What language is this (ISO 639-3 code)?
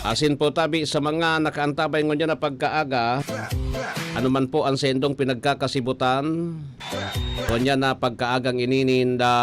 bik